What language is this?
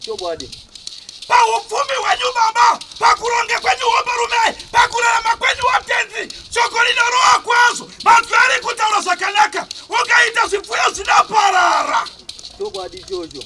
Shona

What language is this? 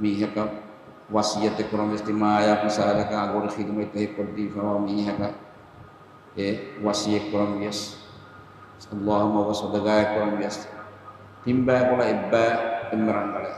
Divehi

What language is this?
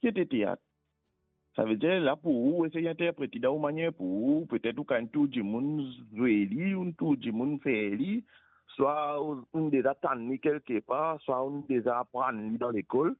Morisyen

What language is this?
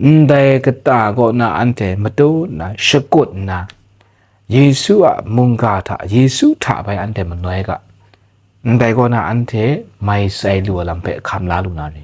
Kachin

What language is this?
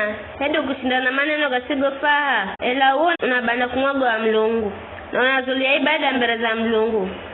Giryama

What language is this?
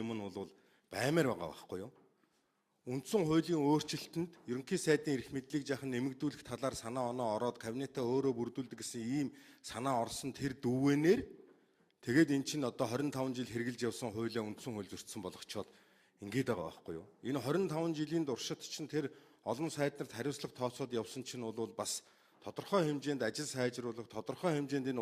Mongolian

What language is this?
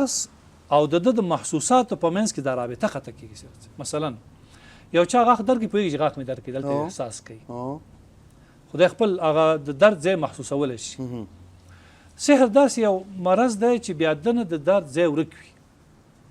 Pashto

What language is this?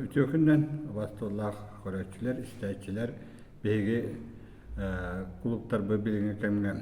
Yakut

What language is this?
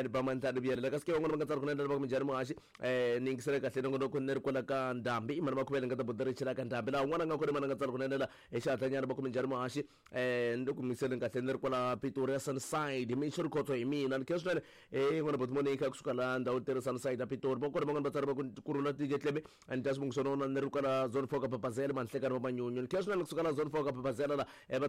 Tsonga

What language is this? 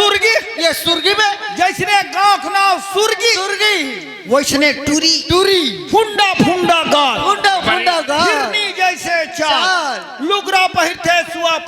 Chhattisgarhi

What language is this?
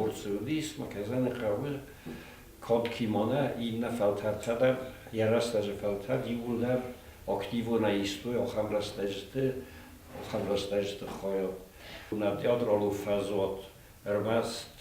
Ossetic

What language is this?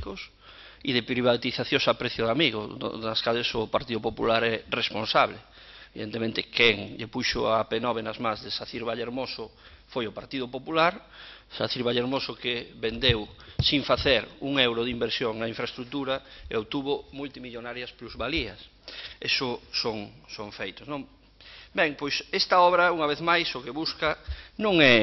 Galician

